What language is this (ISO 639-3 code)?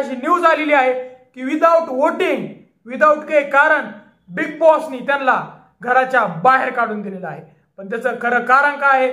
mar